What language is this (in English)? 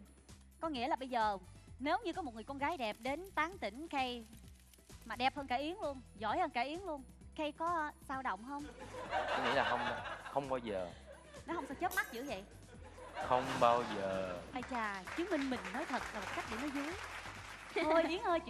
Vietnamese